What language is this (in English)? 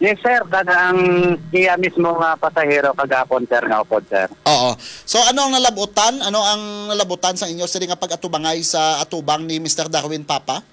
Hiligaynon